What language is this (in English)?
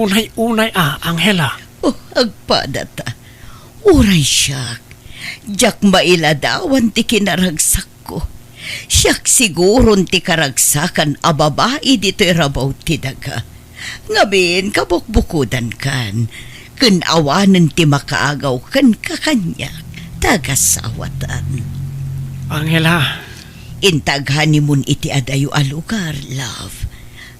Iloko